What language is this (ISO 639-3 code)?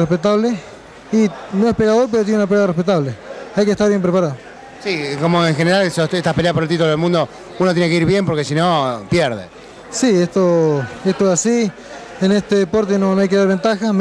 spa